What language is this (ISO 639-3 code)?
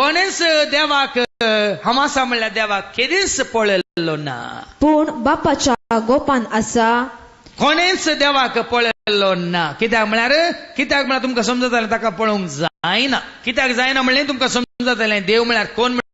kok